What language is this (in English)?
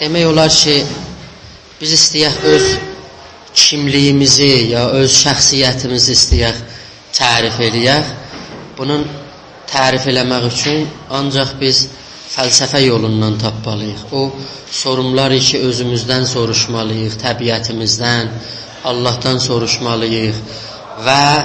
South Azerbaijani